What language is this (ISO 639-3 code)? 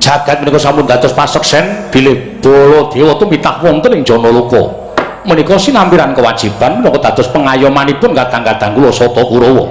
jav